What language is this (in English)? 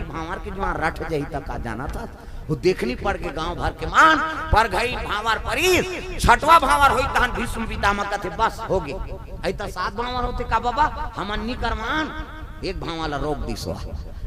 Chhattisgarhi